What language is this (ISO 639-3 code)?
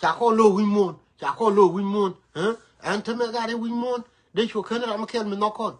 nus